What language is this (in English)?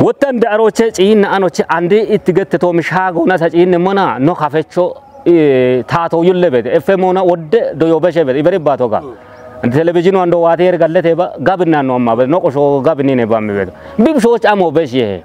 Kafa